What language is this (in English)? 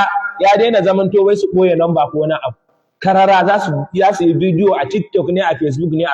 Hausa